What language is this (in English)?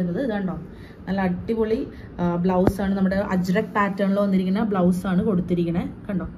Malayalam